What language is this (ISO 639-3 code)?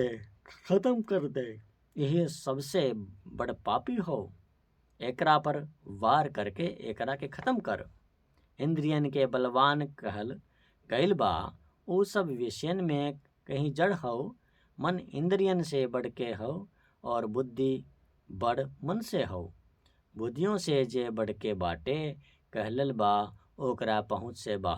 bho